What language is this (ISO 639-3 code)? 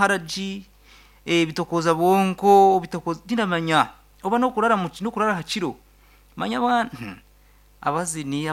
nyn